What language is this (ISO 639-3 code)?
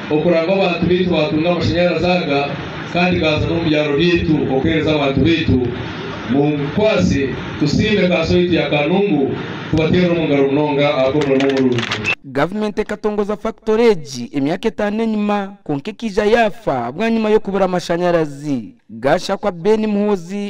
nyn